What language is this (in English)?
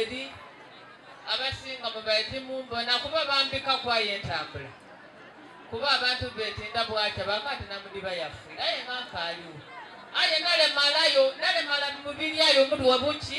Soga